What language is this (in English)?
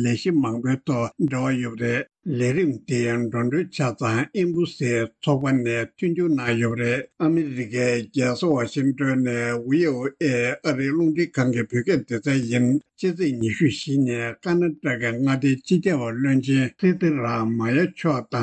Tibetan